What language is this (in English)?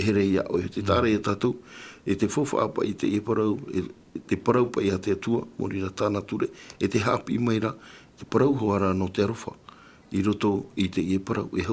Tahitian